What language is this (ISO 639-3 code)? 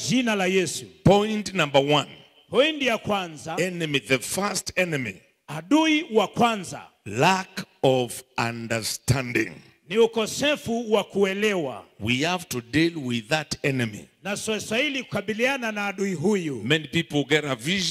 swa